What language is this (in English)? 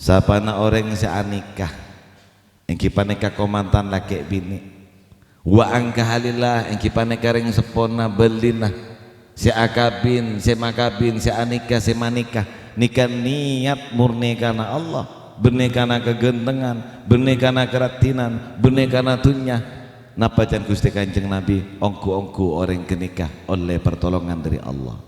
Madurese